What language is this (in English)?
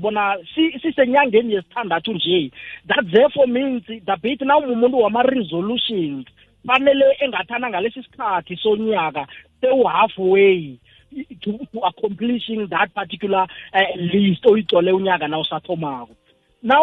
South Ndebele